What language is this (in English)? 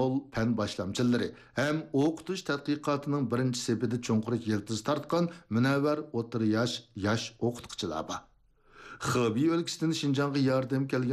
Uyghur